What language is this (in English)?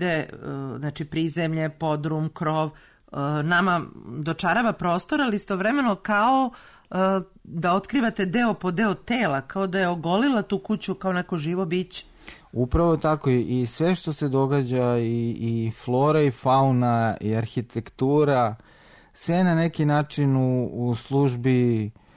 Serbian